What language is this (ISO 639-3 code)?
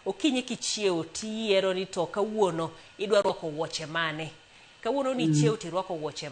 luo